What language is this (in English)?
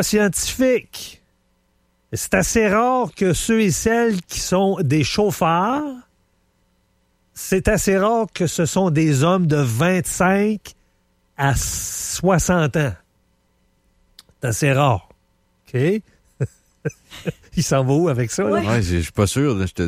French